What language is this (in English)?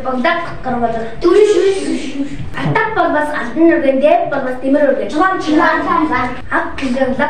Tuvinian